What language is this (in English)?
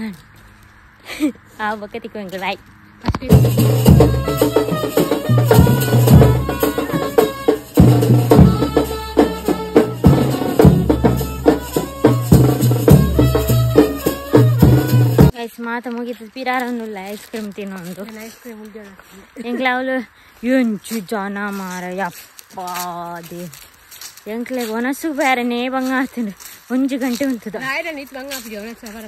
Tulu